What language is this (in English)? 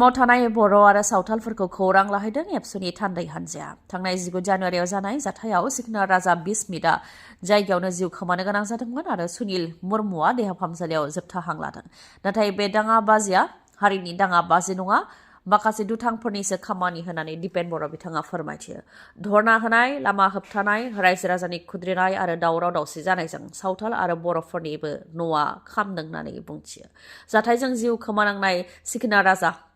Bodo